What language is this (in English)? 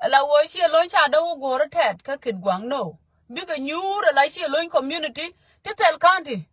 Nuer